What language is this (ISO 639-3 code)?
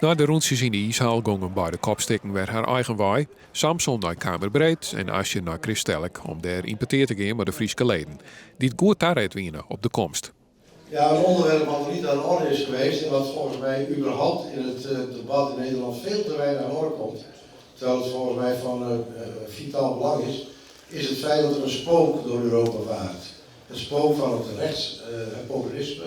fry